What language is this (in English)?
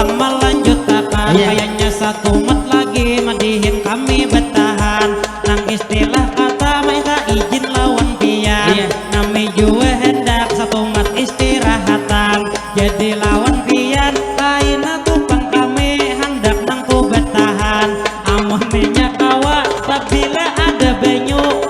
Banjar